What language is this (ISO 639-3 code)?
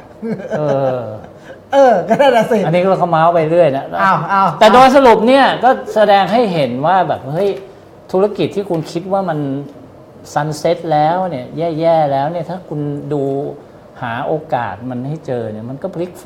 tha